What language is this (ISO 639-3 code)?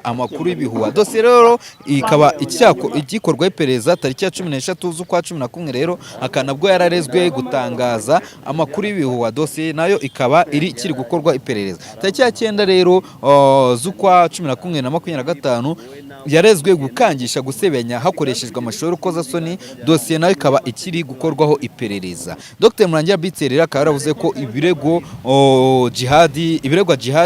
kin